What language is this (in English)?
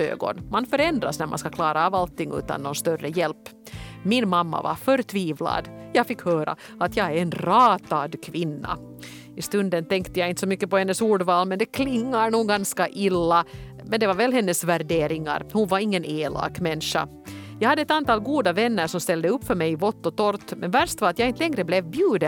Swedish